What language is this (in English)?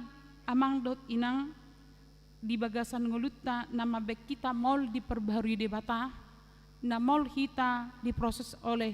Batak Toba